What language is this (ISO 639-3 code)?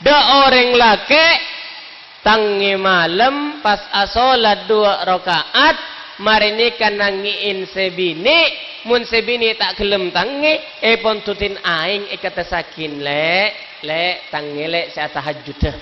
mad